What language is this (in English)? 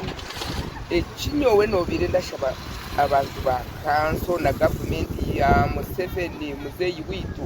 Nyankole